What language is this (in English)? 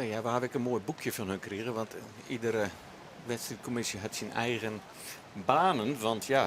Western Frisian